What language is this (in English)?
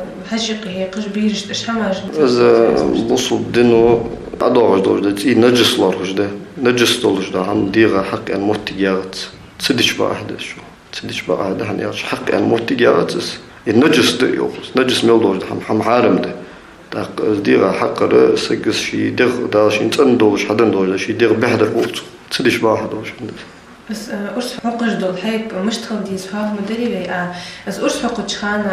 Ingush